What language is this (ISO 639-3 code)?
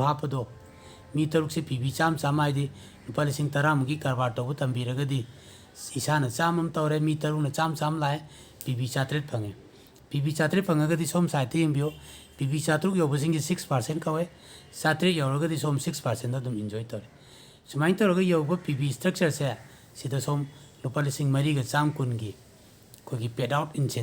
mni